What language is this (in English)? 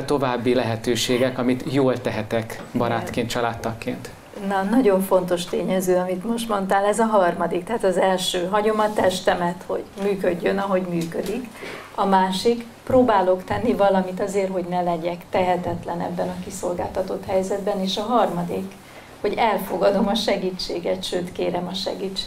Hungarian